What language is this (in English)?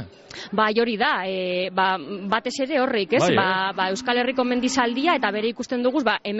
Basque